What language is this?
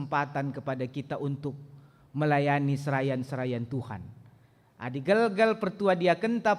Batak Karo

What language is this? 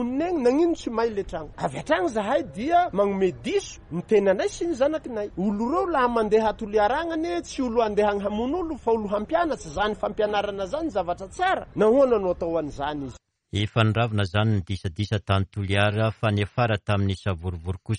Malagasy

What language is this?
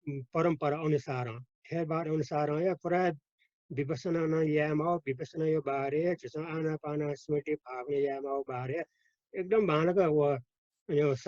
Newari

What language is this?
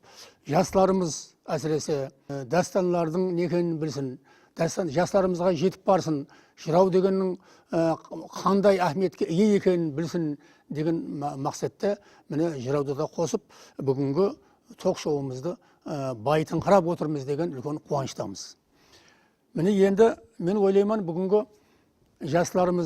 Kara-Kalpak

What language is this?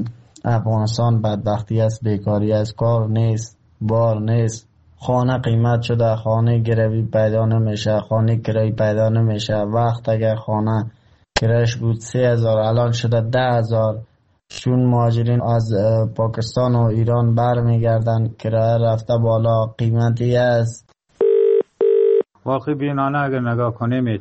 Persian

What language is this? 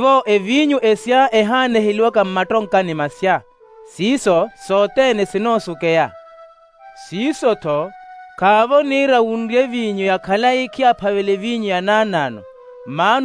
Makhuwa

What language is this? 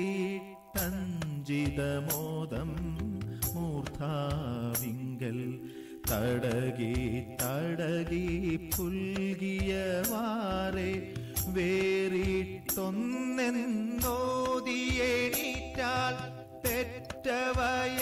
Malayalam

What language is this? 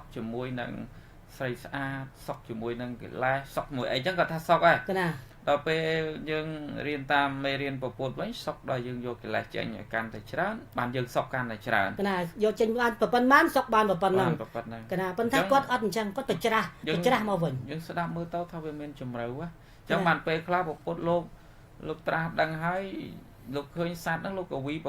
Khmer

